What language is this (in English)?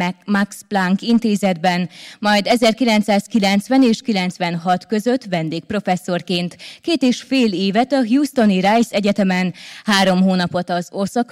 Hungarian